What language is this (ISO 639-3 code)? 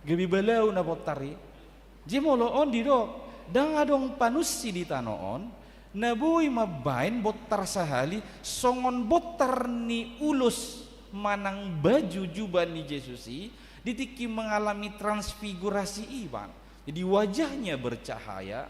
bbc